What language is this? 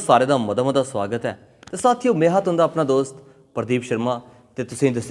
Dogri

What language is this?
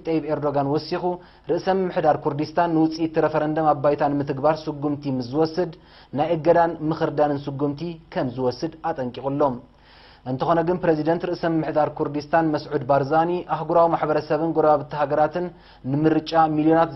Tigrinya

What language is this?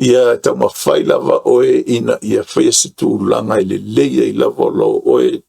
Samoan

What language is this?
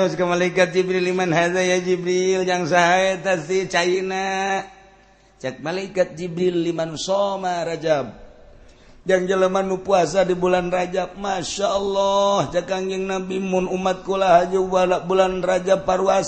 Sundanese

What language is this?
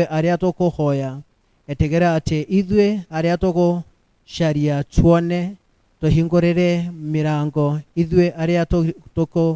Kikuyu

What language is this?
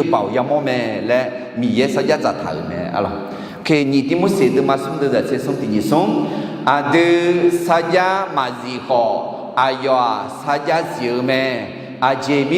Akha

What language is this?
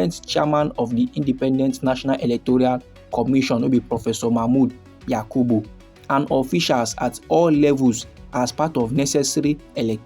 Nigerian Pidgin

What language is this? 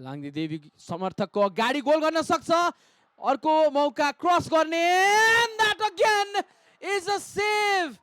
Nepali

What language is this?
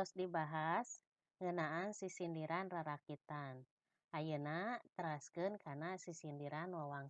Sundanese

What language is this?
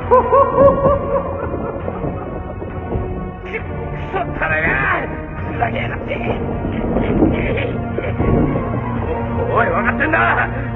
Japanese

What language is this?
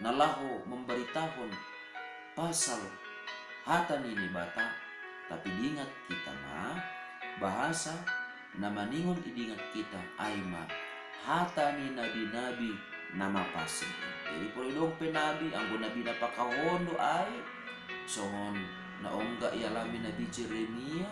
Batak Simalungun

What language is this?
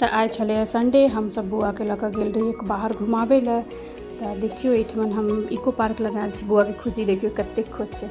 Maithili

